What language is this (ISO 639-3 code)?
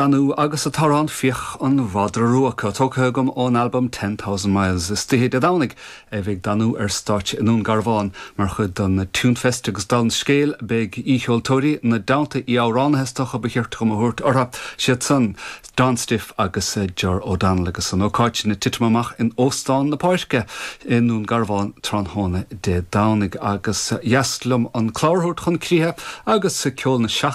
gle